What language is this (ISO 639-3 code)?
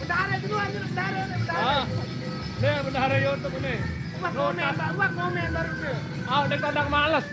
sas